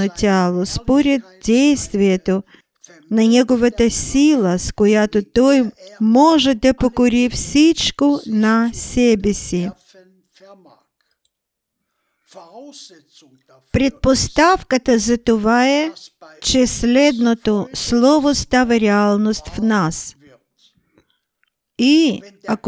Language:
Bulgarian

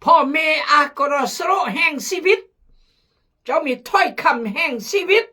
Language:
Khmu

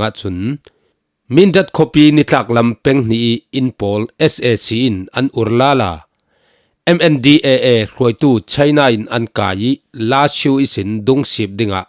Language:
Falam Chin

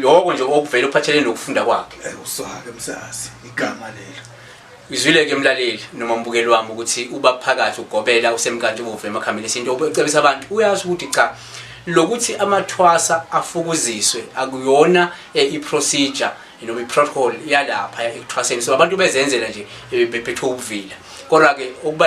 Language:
Zulu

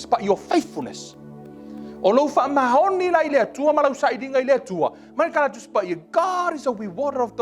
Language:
Samoan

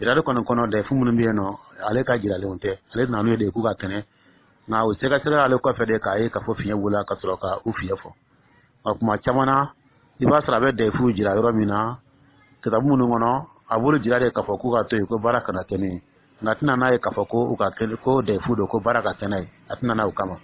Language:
Dyula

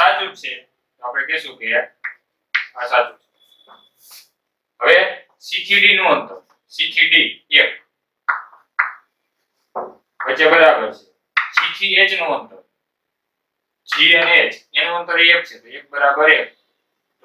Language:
Gujarati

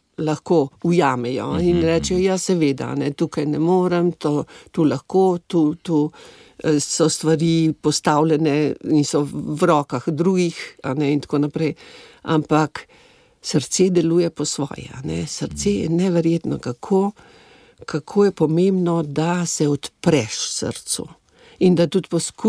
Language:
Slovenian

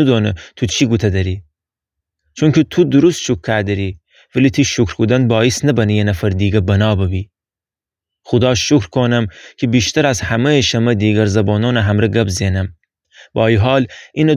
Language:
Gilaki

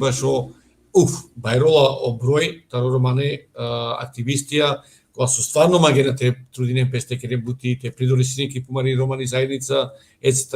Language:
Balkan Romani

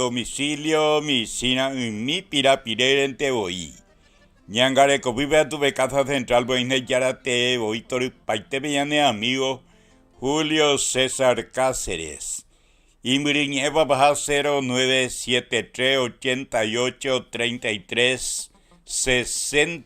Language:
Guarani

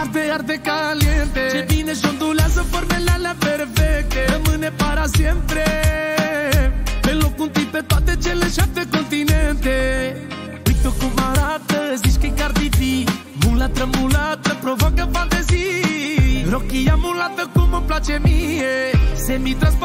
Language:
Romanian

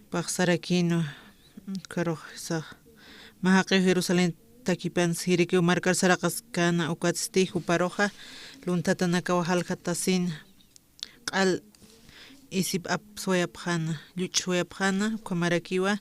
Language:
Aymara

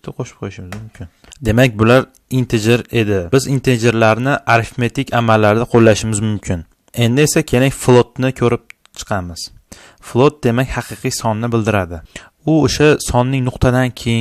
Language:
Uzbek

